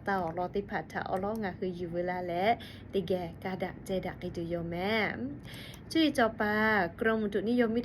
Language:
Lahu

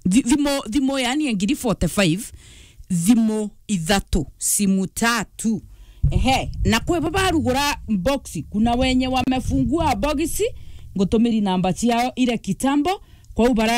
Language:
Meru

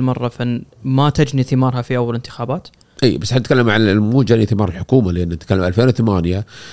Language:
Gulf Arabic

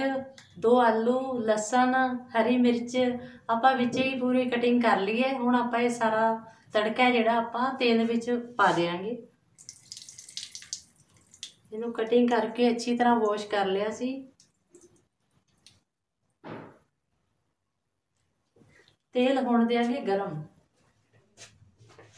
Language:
Punjabi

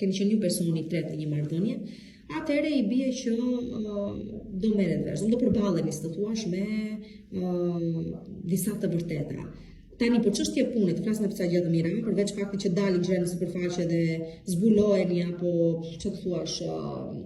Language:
Albanian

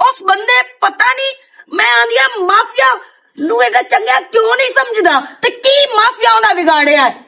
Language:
Western Panjabi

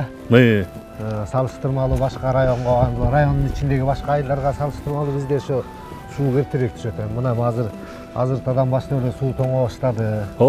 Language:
Kyrgyz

